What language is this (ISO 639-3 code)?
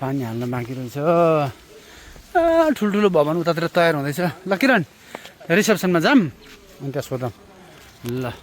nep